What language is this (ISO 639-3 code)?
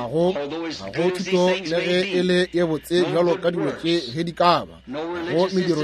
nso